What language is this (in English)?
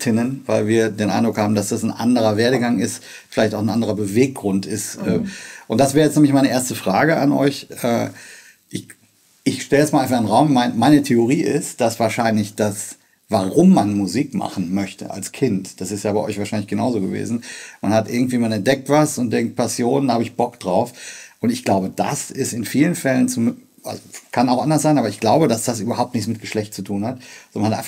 German